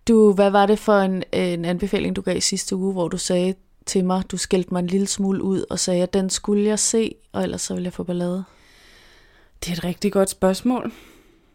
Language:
Danish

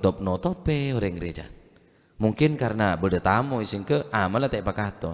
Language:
Madurese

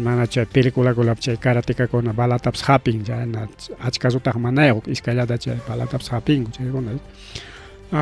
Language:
Ayacucho Quechua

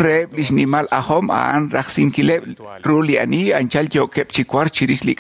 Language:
Kekchí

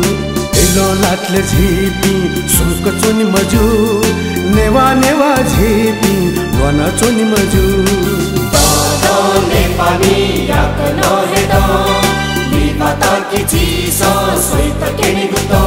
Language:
Newari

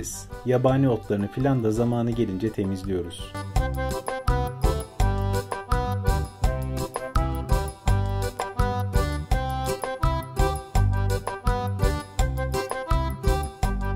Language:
Turkish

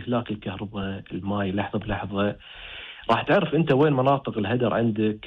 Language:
Gulf Arabic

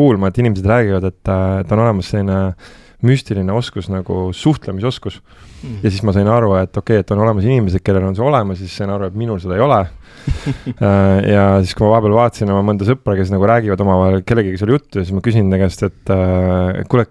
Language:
Estonian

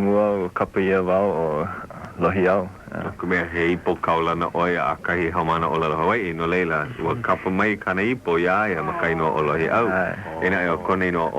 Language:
Hawaiian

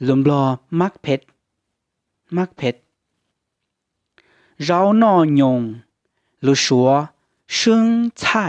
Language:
Hmong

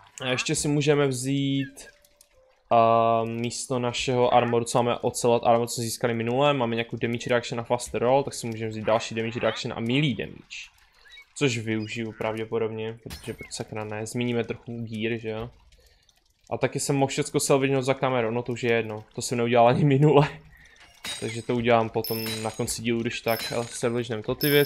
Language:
Czech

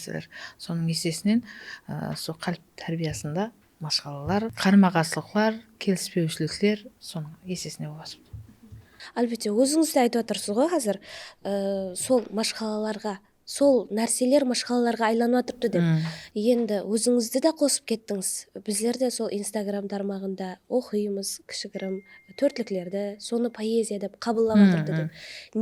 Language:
Kara-Kalpak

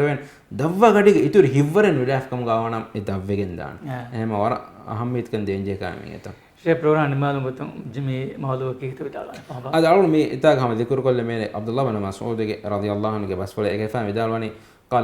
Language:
Divehi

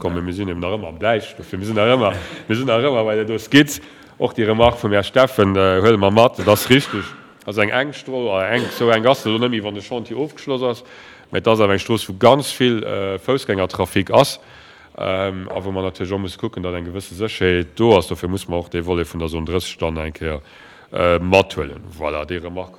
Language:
Luxembourgish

